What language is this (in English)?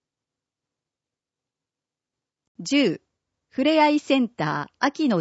Japanese